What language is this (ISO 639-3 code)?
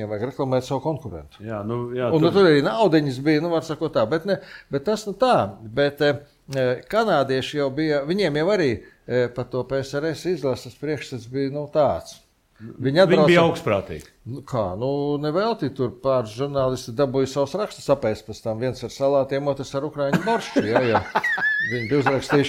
lav